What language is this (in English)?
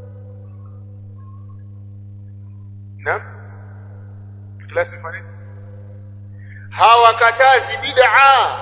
Swahili